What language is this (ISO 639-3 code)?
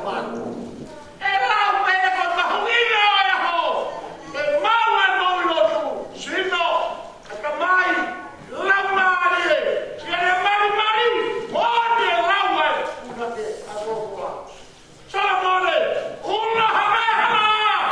ton